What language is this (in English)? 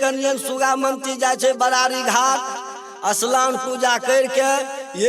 Maithili